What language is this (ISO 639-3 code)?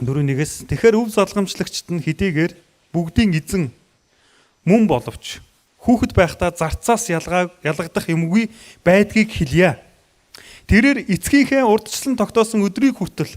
mon